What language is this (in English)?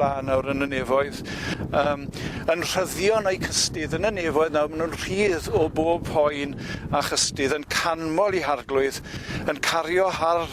Welsh